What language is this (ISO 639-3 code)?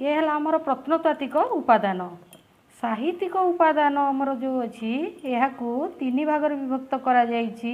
ori